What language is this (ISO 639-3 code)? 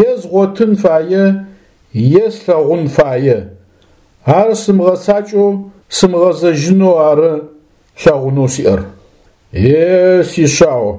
ady